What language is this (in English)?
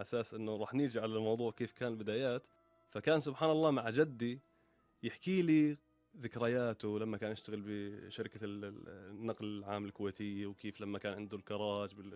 Gulf Arabic